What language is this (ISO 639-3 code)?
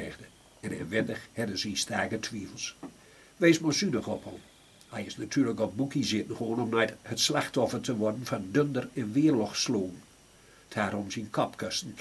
gos